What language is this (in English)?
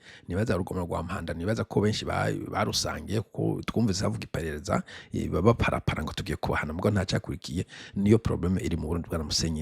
Rundi